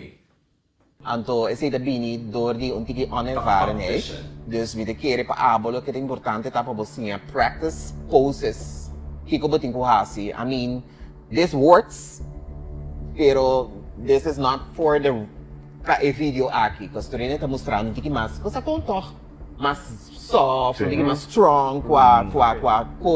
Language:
Papiamento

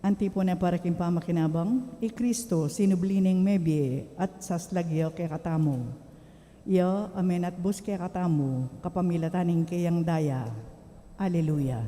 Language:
Pampanga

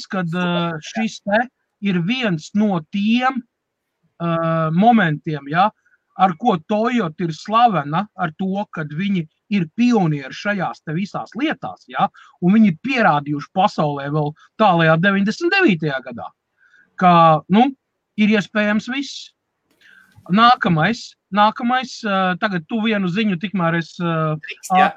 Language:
Latvian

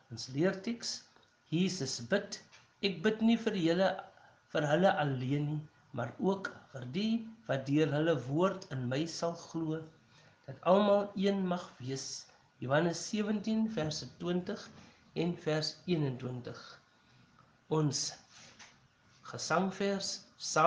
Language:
Afrikaans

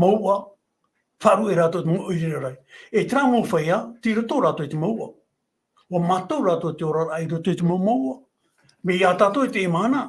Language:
Tahitian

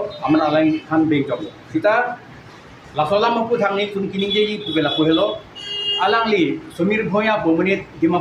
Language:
Karbi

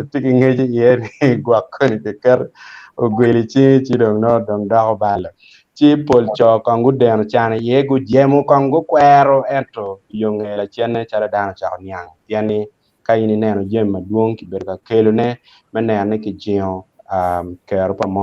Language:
Acoli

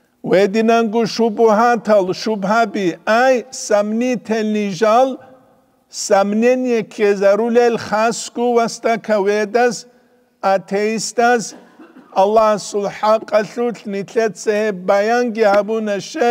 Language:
Avaric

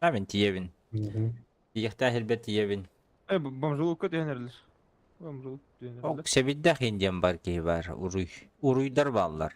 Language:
Yakut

